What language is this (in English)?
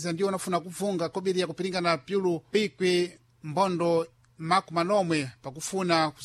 Sena